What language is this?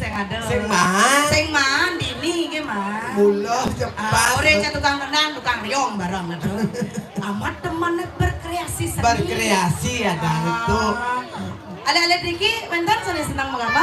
Balinese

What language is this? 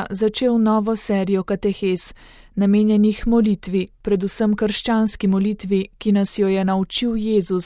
Slovenian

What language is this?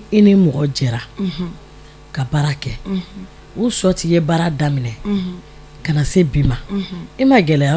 Bambara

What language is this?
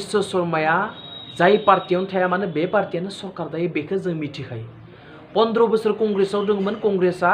Bodo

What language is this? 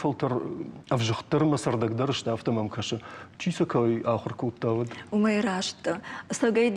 Ossetic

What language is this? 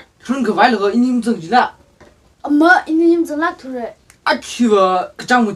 Tangkhul Naga (India)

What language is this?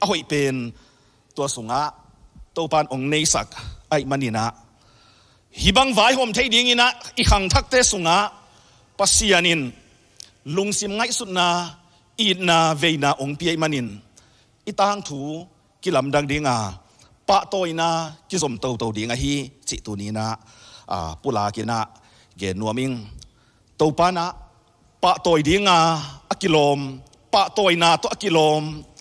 Tedim Chin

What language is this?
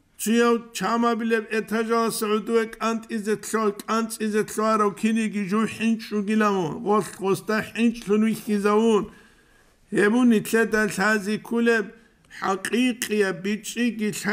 Avaric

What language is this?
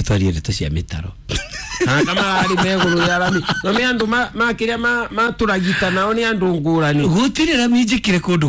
Kikuyu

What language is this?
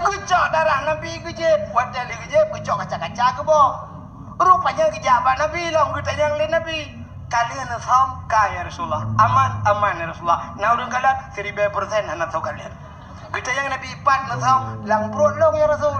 Achinese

